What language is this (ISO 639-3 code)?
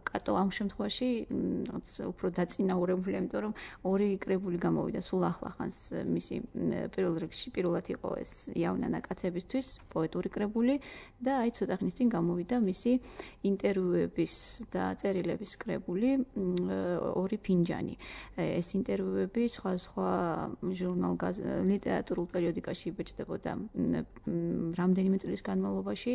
kat